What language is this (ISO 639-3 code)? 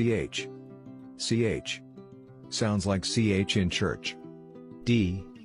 tsn